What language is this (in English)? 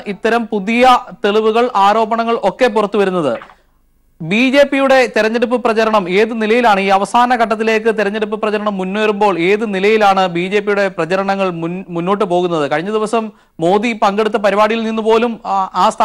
Malayalam